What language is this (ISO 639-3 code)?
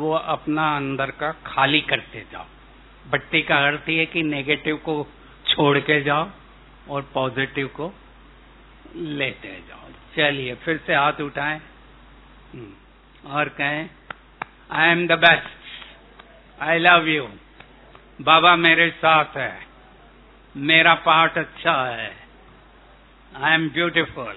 hin